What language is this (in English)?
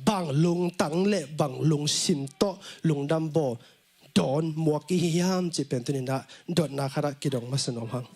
Tedim Chin